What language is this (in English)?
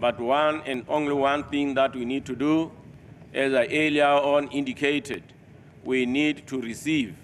Tswana